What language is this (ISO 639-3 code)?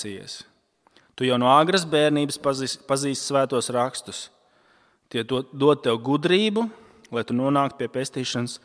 lav